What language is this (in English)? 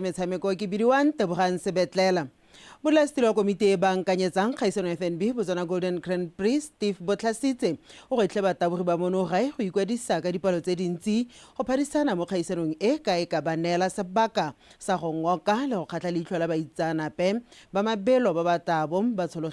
Tswana